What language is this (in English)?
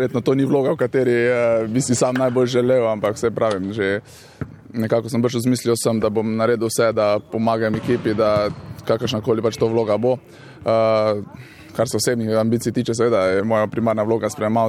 Slovenian